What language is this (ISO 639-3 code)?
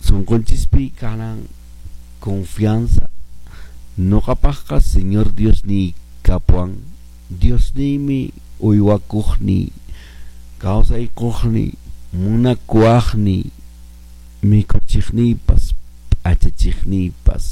que